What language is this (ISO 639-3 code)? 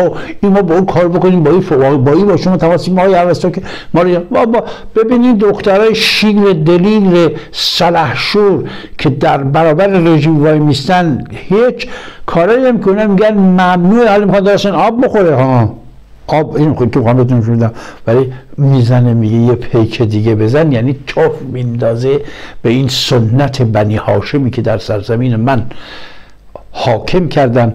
fas